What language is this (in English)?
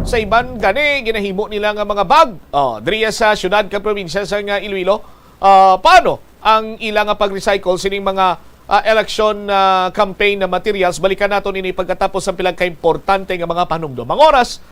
Hiligaynon